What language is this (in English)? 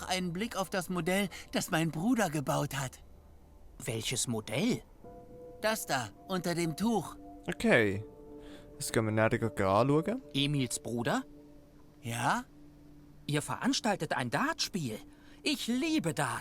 Swiss German